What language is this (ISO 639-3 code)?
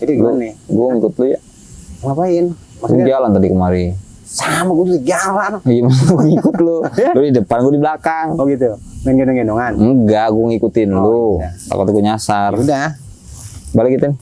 bew